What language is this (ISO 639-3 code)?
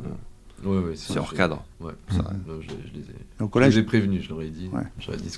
fra